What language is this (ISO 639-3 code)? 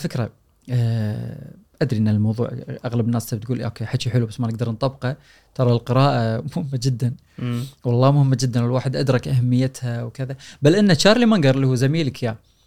afb